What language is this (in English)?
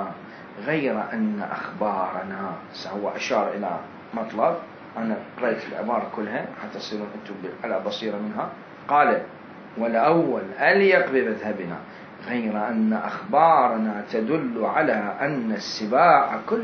Mesopotamian Arabic